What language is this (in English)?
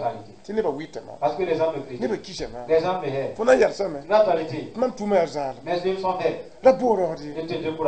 Mossi